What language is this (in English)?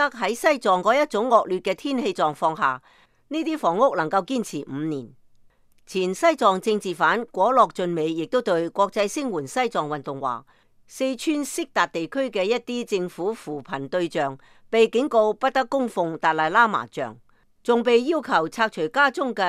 Cantonese